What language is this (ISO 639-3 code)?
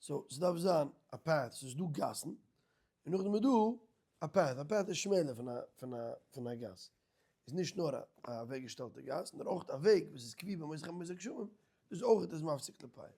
yid